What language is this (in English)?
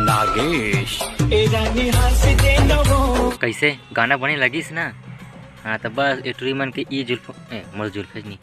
Chhattisgarhi